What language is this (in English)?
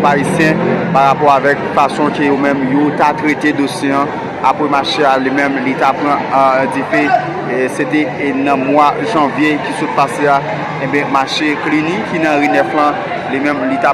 Haitian Creole